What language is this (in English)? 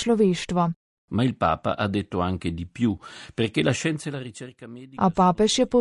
Slovenian